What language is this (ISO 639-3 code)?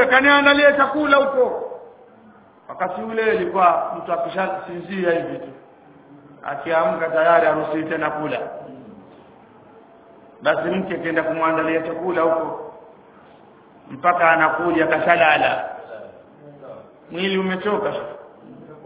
swa